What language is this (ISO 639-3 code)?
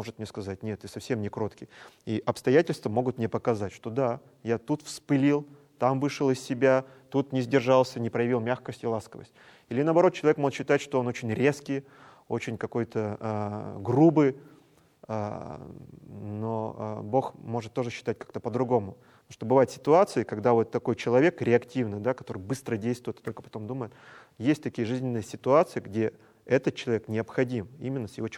rus